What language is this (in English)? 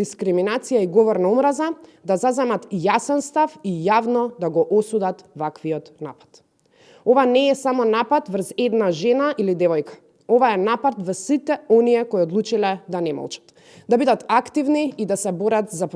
Macedonian